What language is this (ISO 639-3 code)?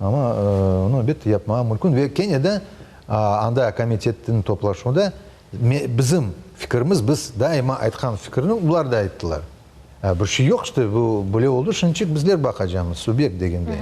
crh